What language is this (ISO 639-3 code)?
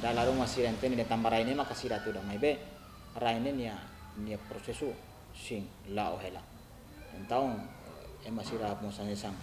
tet